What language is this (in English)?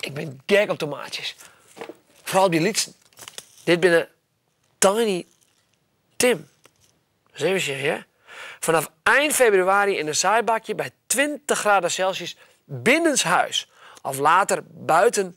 Western Frisian